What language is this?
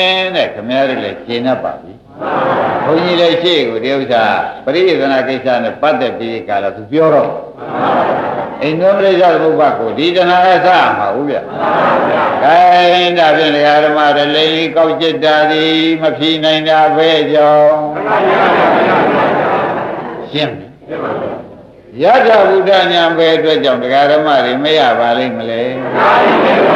Burmese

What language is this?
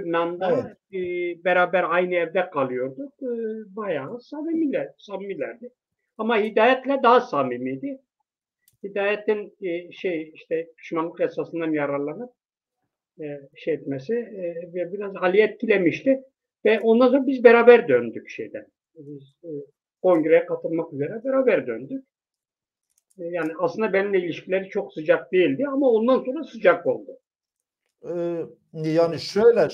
Turkish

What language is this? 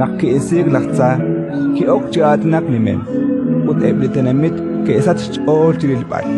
Kekchí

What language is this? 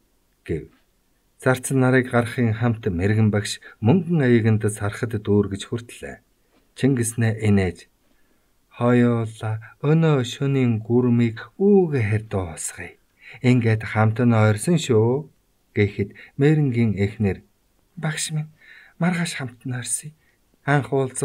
Mongolian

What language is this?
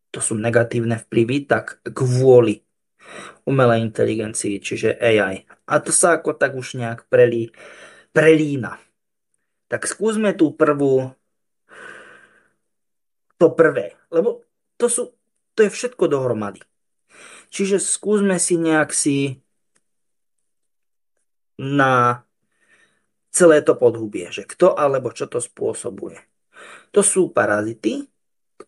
Slovak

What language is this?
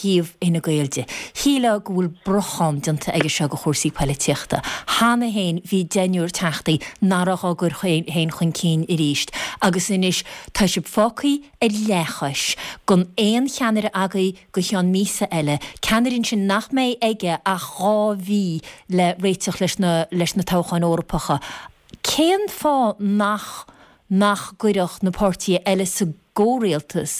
Irish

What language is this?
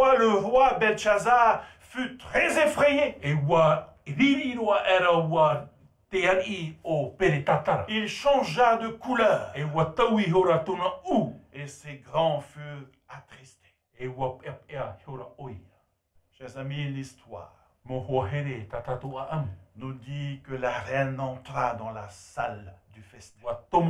Tahitian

